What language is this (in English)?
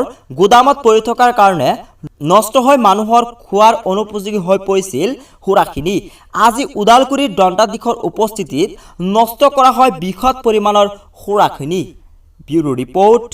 Assamese